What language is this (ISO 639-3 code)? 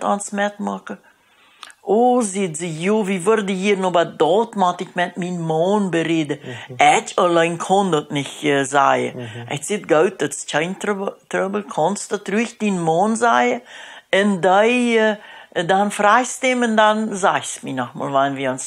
pdt